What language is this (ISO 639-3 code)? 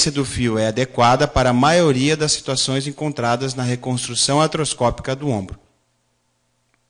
por